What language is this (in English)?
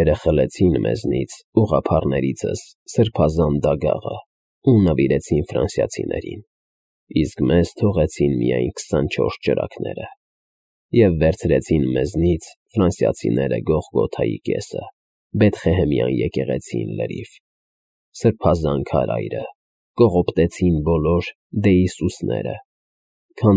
Armenian